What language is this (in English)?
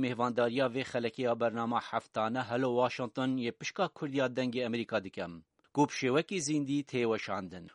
Kurdish